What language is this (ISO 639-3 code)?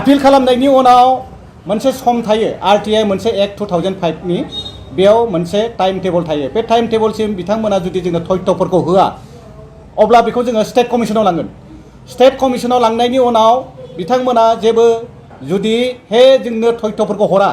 brx